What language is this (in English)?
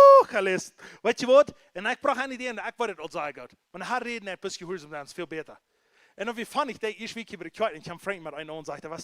Plautdietsch